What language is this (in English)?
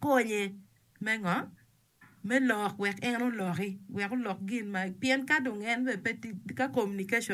Acoli